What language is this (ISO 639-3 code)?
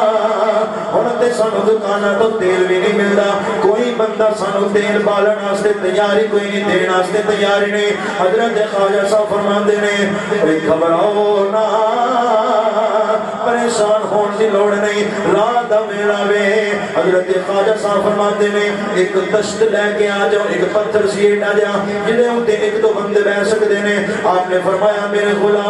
lah